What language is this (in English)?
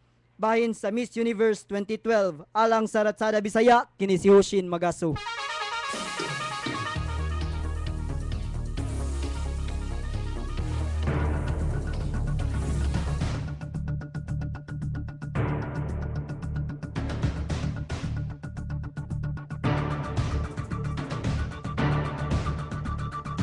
Cebuano